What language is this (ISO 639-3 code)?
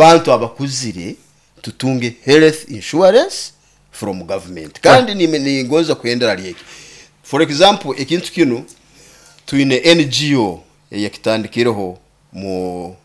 nyo